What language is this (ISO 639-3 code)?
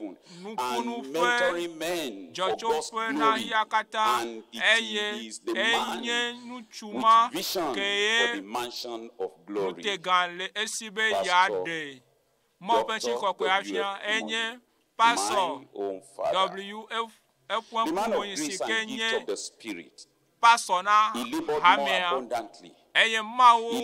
ewe